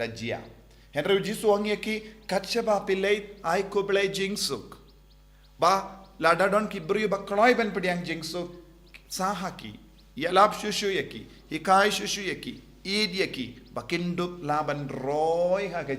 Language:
Khasi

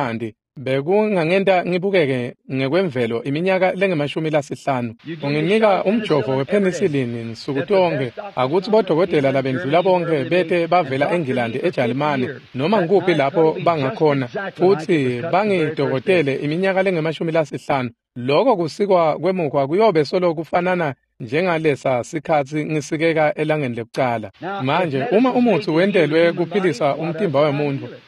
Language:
Swati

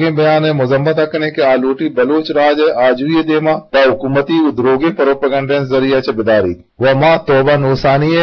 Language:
Eastern Balochi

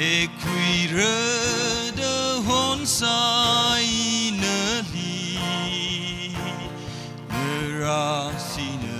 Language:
Tangkhul Naga (India)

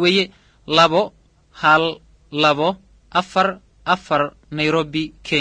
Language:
Somali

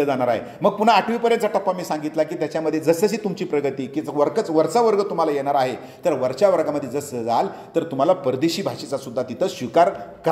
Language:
Marathi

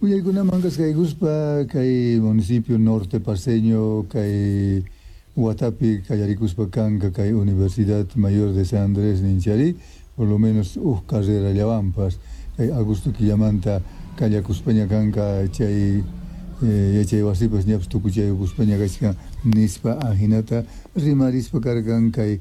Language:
South Bolivian Quechua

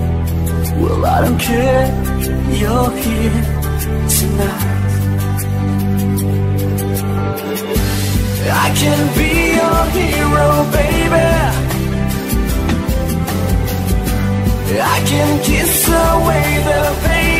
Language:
English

